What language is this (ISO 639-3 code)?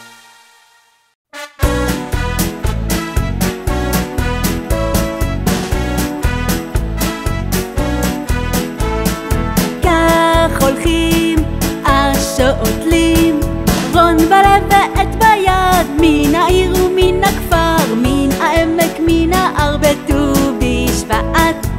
heb